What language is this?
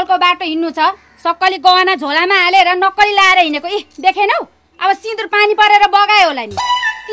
Nepali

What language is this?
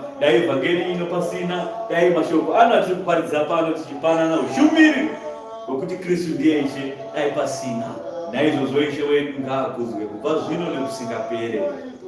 Shona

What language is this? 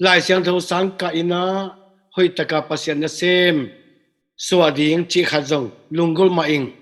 Tedim Chin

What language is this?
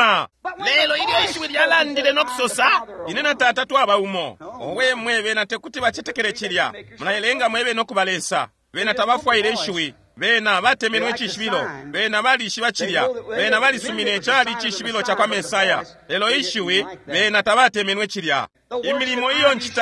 Bemba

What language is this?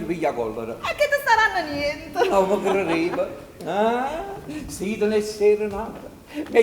Neapolitan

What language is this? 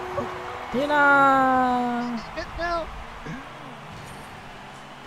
Chinese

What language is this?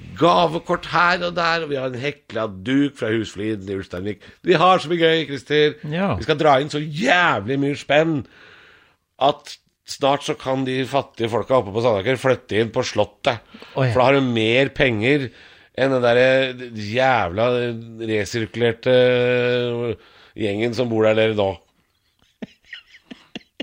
Norwegian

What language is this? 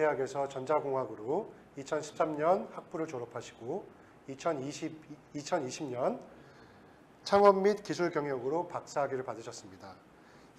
Korean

